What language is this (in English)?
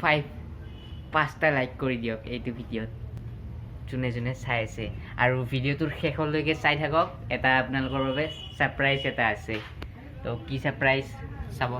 Assamese